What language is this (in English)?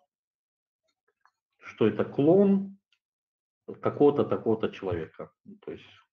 Russian